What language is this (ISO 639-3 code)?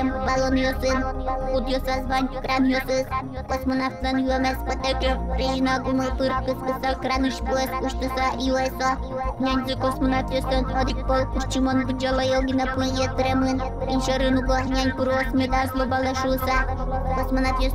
udm